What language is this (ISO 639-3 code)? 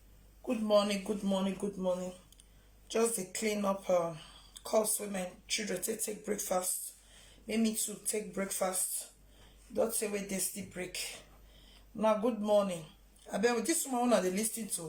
pcm